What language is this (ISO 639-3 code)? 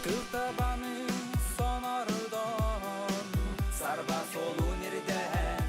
sah